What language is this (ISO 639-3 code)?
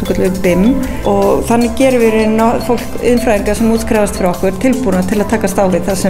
isl